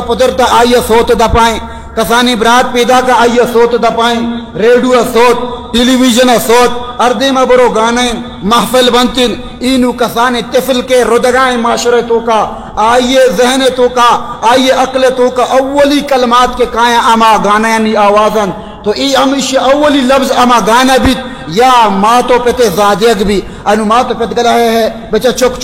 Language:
Baluchi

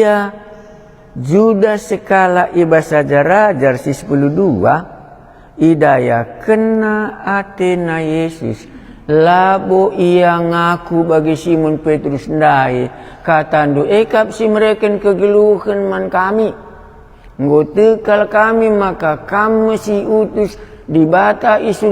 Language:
Batak Karo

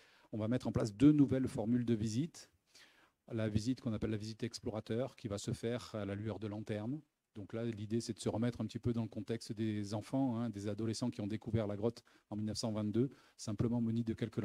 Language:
French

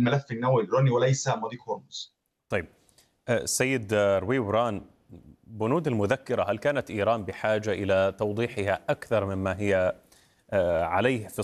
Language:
Arabic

